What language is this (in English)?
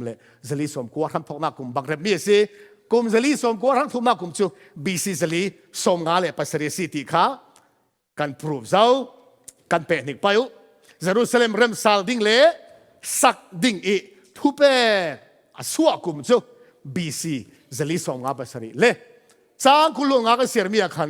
Falam Chin